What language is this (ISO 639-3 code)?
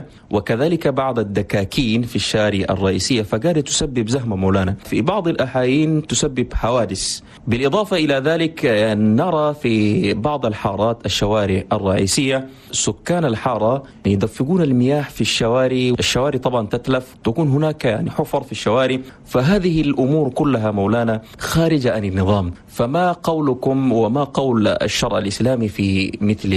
shu